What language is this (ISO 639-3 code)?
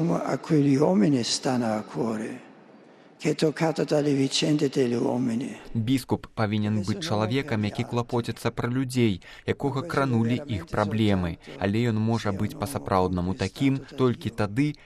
bel